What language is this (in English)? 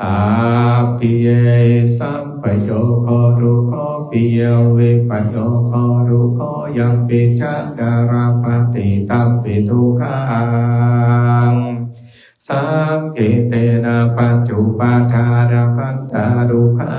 Pali